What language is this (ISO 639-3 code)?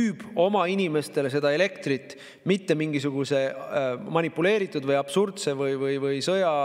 est